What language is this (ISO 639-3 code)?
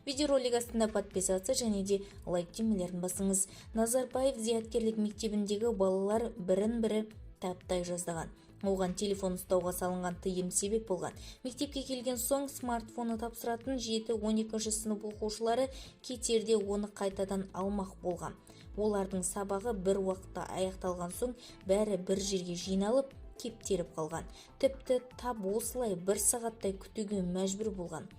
kaz